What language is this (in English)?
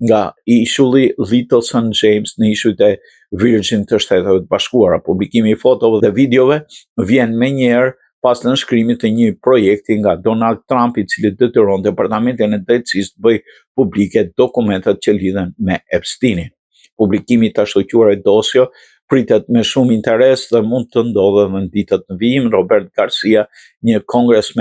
Albanian